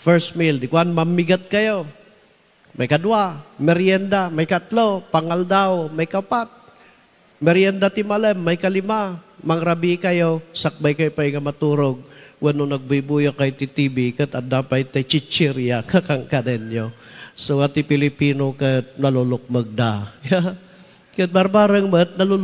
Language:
Iloko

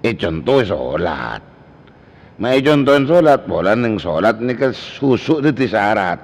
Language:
Madurese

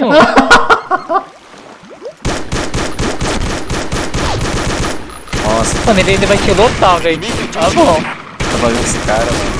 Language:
Portuguese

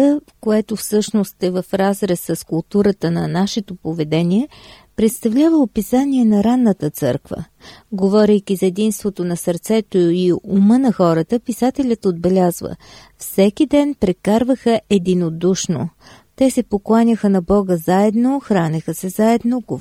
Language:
Bulgarian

